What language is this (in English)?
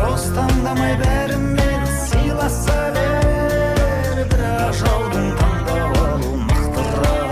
Kara-Kalpak